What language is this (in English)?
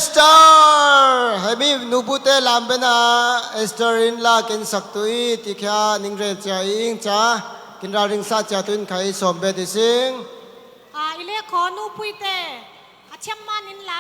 Falam Chin